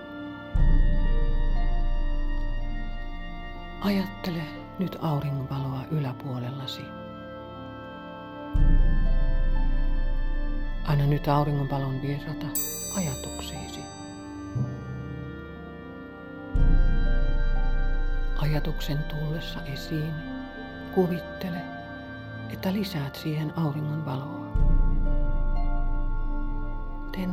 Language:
Finnish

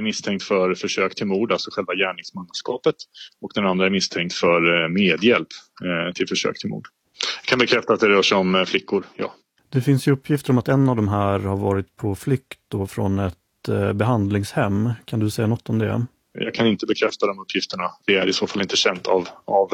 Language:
Swedish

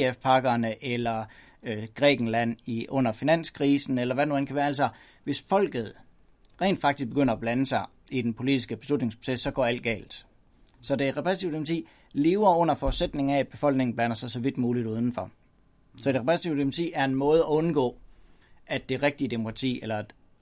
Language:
Danish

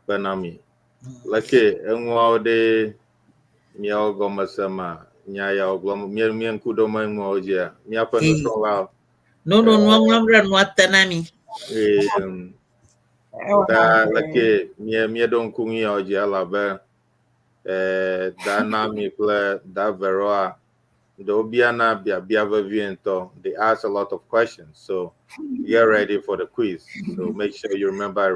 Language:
Ewe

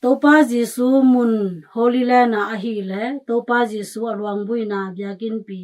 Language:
Tedim Chin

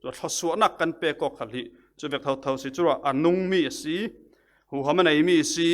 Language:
Falam Chin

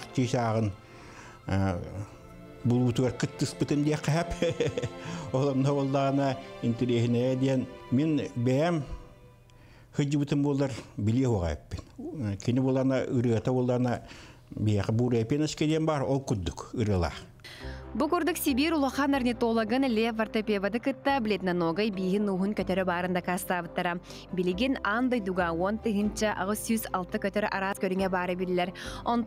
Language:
Yakut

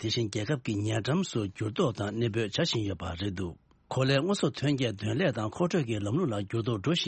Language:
Tibetan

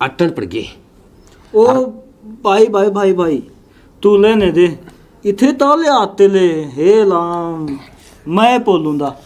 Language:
Haryanvi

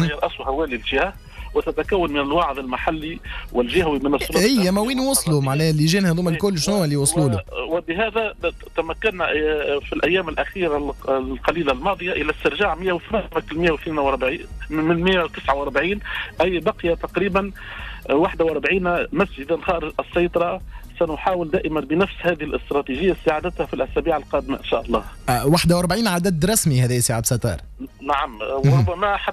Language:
Tunisian Arabic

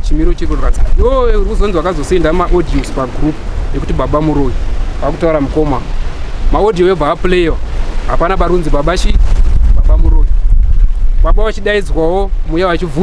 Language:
Shona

